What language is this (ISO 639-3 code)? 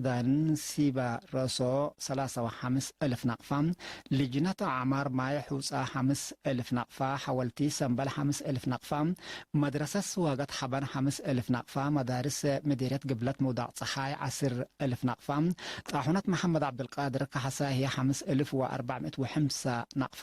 tig